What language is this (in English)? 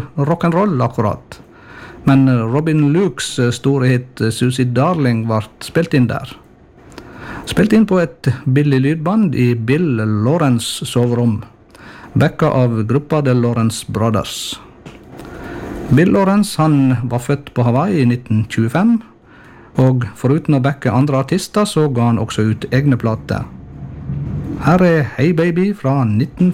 Norwegian